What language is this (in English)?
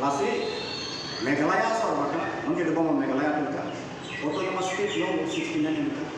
Karbi